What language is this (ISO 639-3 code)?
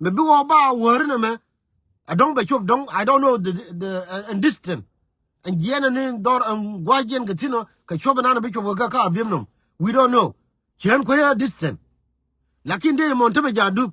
nus